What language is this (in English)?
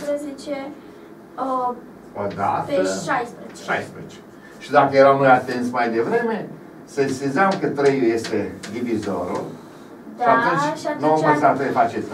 Romanian